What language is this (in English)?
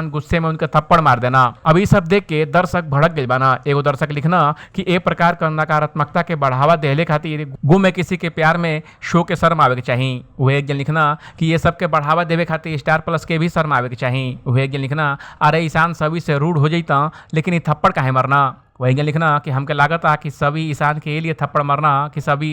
Bhojpuri